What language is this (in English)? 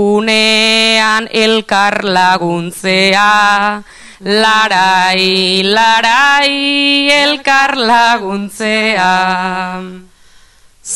Basque